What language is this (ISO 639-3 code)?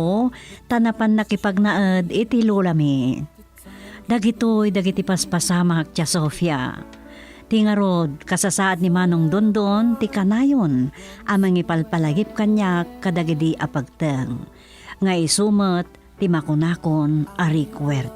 ilo